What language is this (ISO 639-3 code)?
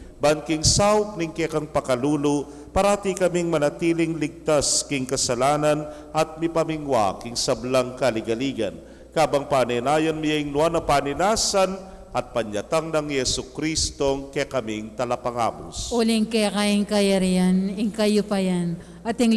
pam